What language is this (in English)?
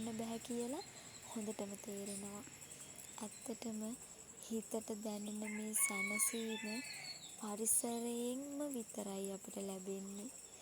Sinhala